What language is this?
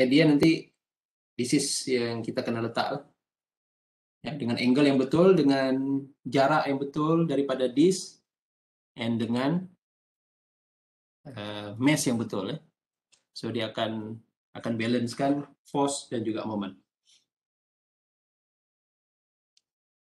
Malay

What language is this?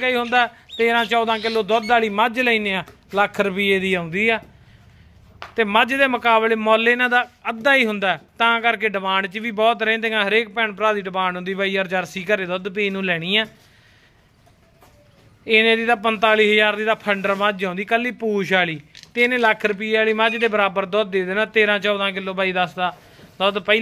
Punjabi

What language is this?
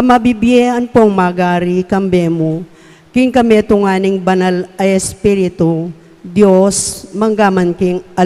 Pampanga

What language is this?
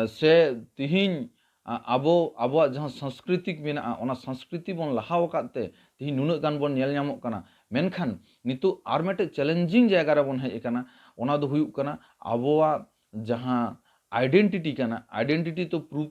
Santali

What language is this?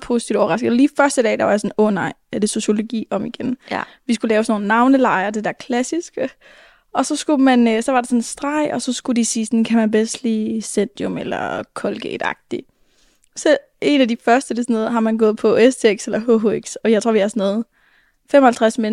Danish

